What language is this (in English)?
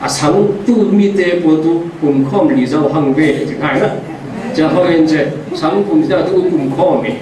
Falam Chin